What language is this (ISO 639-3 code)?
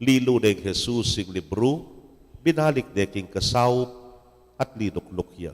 pam